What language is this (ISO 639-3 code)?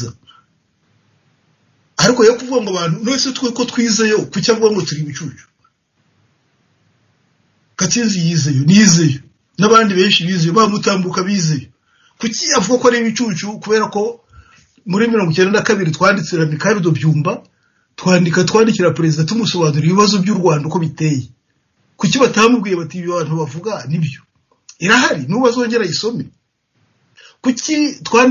kin